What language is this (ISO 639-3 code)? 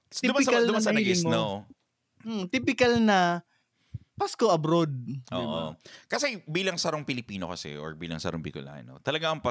bik